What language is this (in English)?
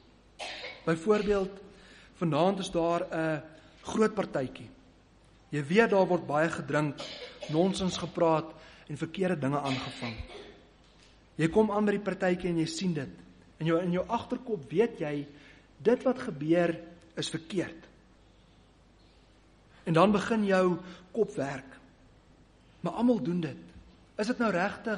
Afrikaans